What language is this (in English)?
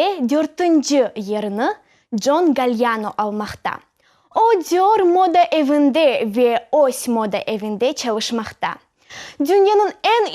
Crimean Tatar